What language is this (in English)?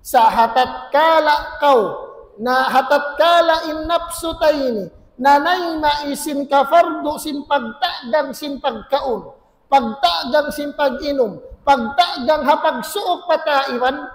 Tausug